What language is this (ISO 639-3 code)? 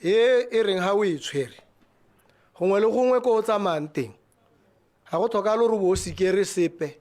tsn